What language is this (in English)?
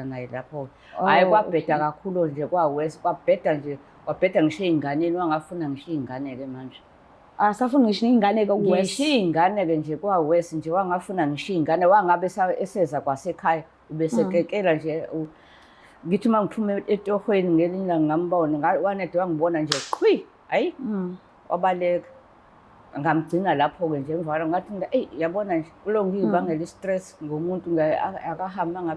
Zulu